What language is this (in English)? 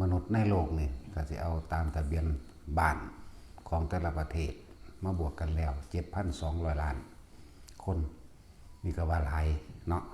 Lao